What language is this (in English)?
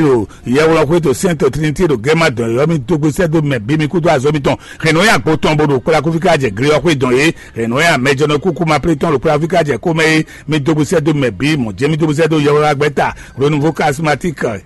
Fon